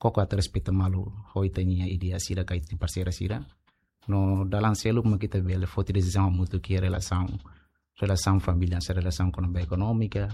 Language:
Tetum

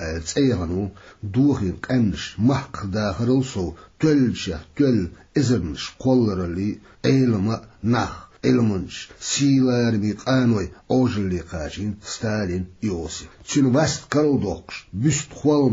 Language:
Chechen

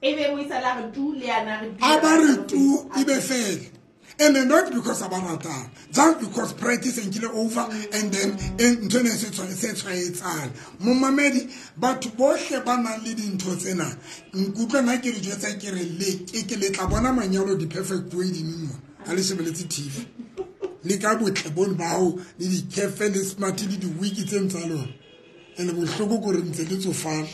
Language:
Southern Sotho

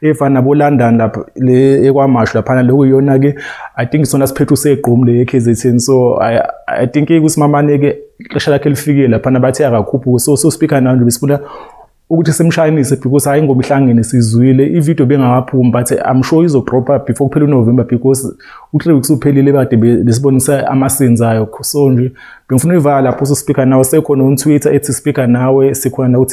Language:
Zulu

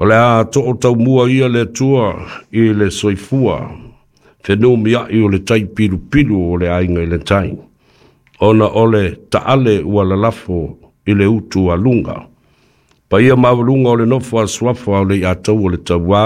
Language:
Samoan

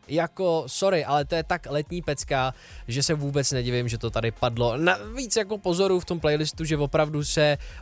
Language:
Czech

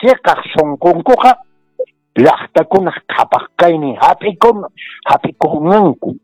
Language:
Quechua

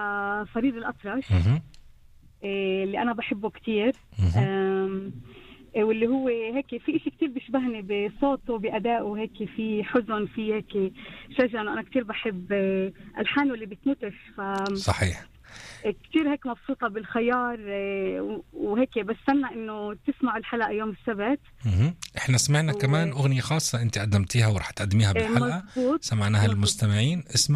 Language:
North Levantine Arabic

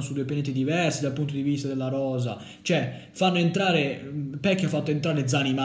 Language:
Italian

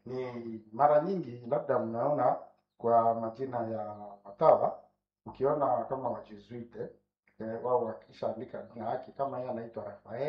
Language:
Swahili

